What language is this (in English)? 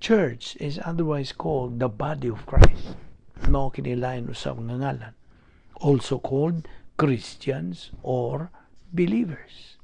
Cebuano